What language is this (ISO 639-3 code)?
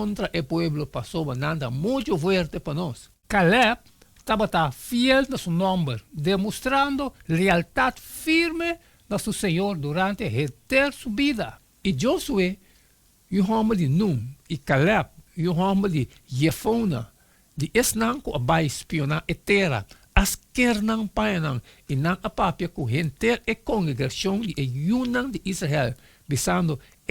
pap